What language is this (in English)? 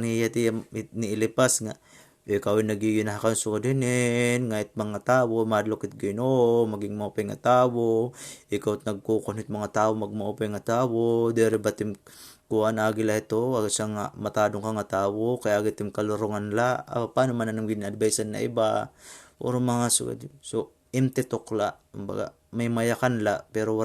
Waray